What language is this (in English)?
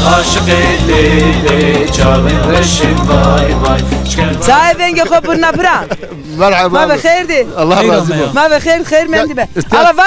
Zaza